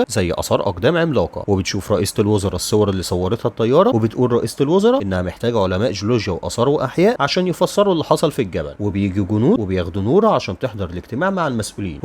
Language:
Egyptian Arabic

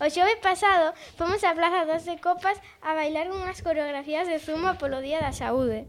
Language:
Galician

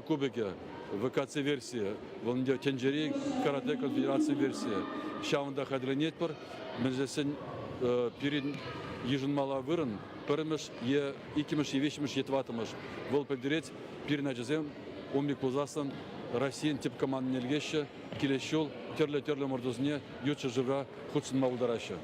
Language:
Chuvash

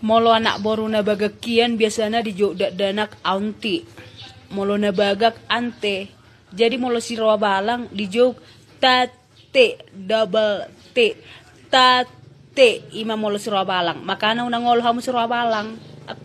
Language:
Batak Toba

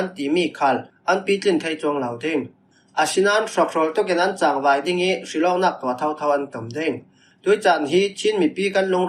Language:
Falam Chin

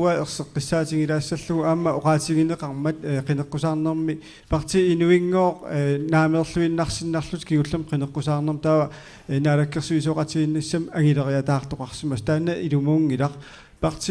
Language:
Kalaallisut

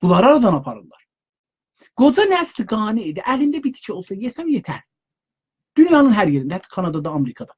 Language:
South Azerbaijani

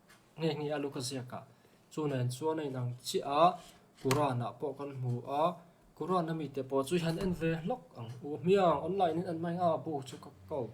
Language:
Mizo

